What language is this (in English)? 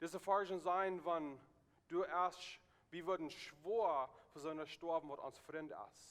Plautdietsch